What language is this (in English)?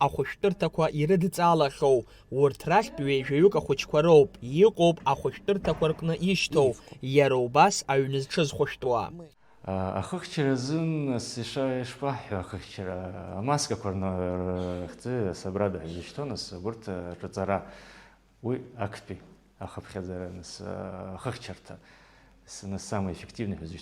Abkhazian